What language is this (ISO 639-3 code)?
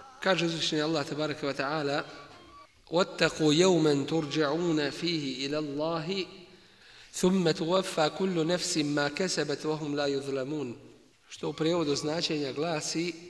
bos